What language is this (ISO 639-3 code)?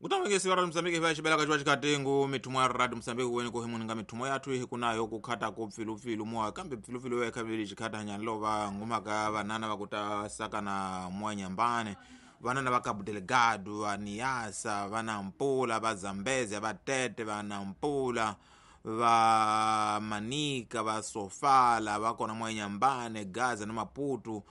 tso